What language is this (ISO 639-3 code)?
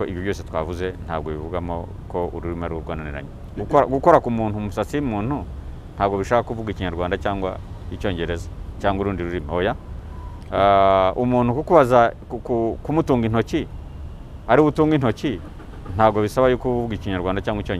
kin